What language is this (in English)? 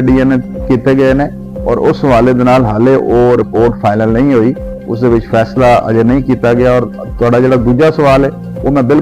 Saraiki